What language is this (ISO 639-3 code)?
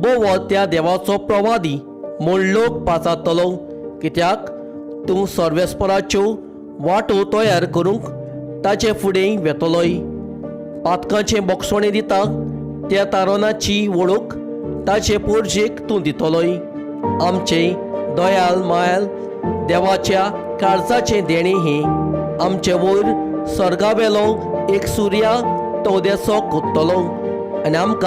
kok